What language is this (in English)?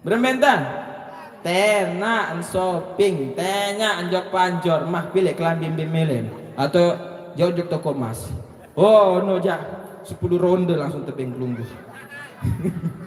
Sasak